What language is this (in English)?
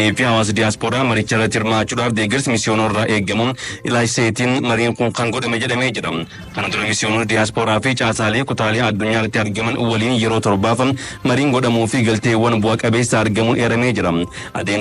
Oromo